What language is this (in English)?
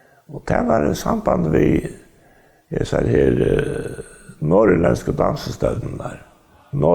Faroese